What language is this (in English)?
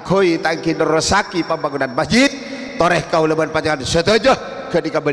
Madurese